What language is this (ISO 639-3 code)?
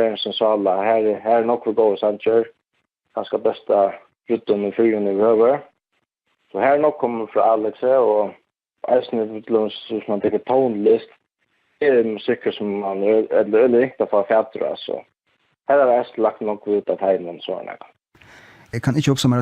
fao